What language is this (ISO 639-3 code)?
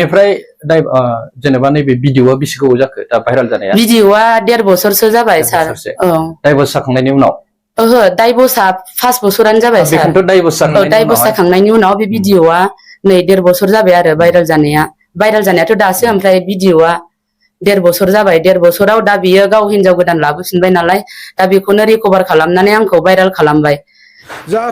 brx